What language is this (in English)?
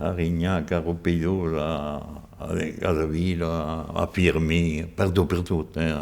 Occitan